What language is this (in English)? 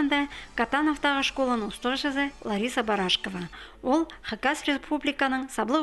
Khakas